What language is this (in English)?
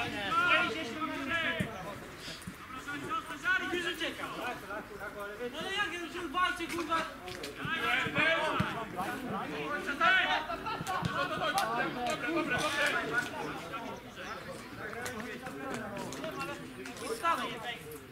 Polish